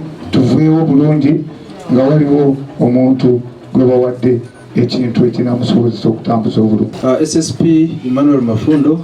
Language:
Ganda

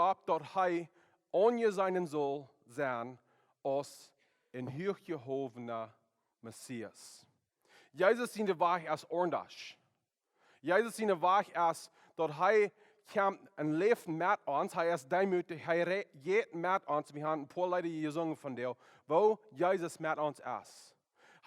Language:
Plautdietsch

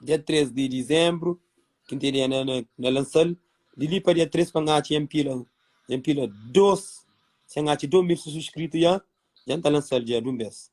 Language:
Kabuverdianu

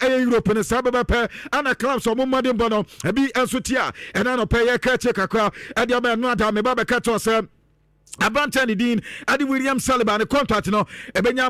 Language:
Akan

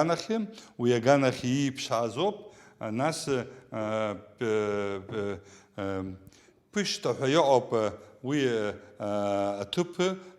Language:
Abkhazian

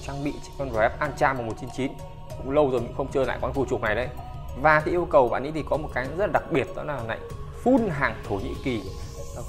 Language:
Vietnamese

